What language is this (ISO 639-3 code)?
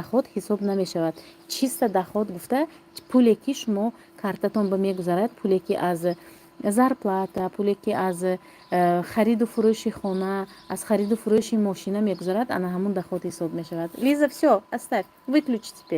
tgk